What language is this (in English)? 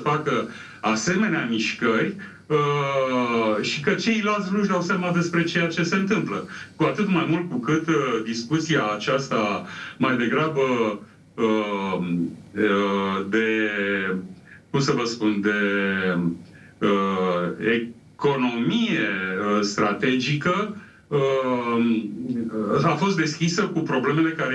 Romanian